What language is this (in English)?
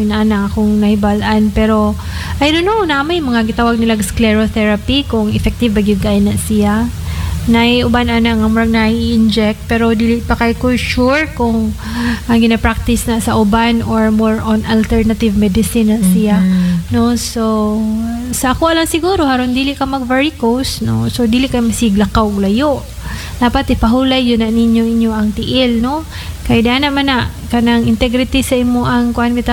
Cebuano